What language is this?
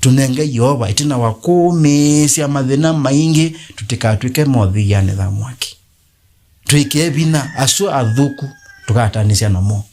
Kamba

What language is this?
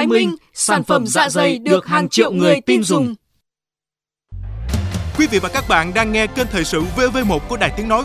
Vietnamese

